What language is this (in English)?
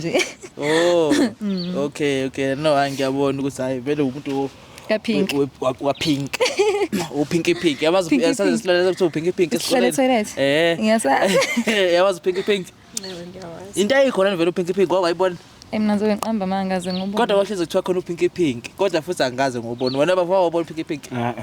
Zulu